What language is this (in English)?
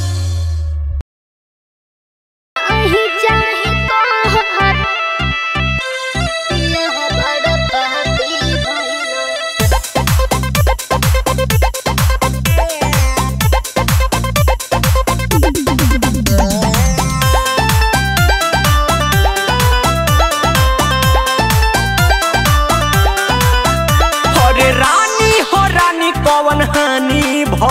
Bhojpuri